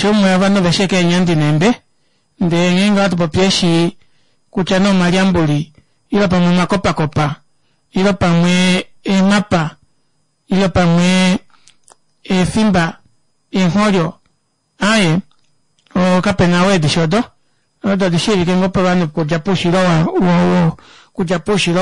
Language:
Kuanyama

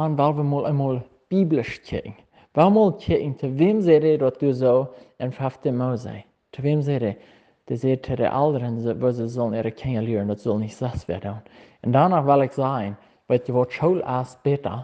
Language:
Plautdietsch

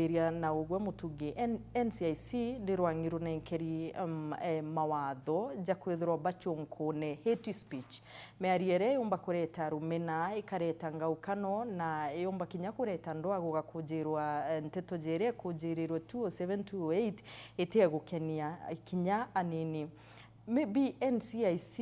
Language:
Meru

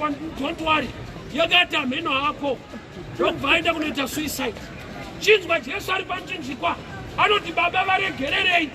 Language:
Shona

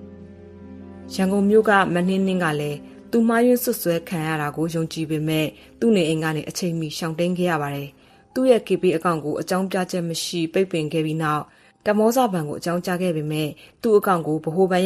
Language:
Burmese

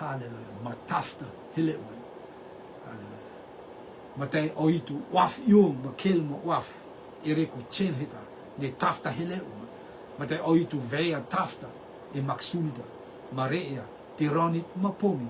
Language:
Rotuman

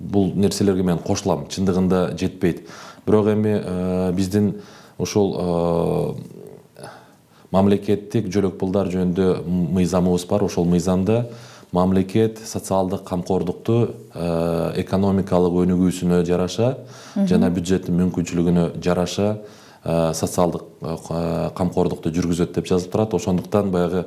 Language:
Kyrgyz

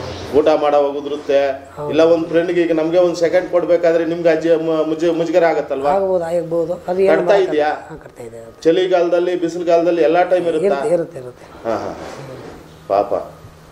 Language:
Kannada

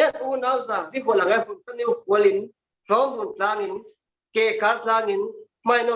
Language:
Falam Chin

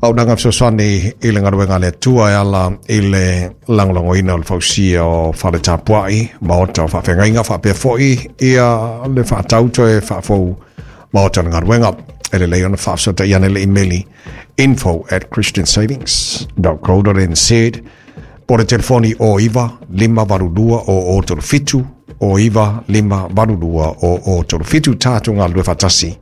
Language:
Samoan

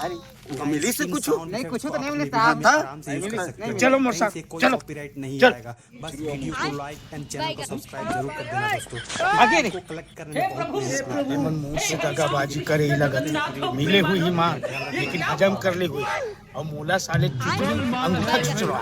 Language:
Chhattisgarhi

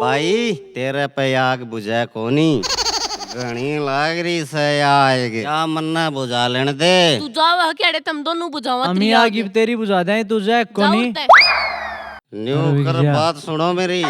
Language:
Haryanvi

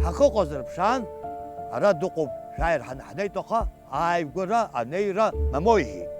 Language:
Abkhazian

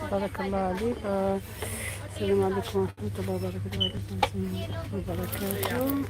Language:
Algerian Arabic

